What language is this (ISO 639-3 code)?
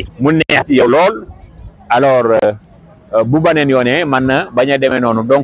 wol